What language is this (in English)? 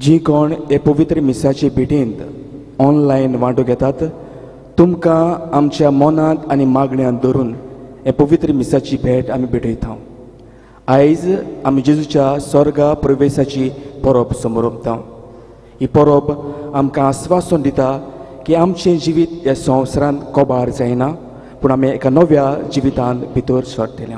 Konkani